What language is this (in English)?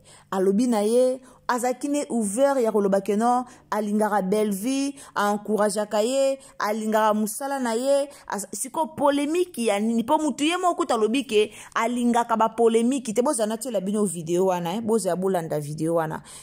Lingala